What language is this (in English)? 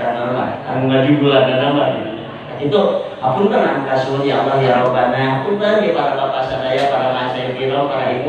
Sundanese